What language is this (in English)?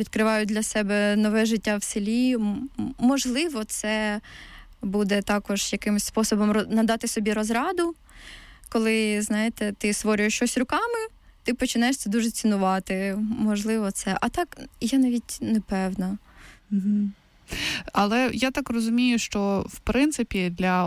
Ukrainian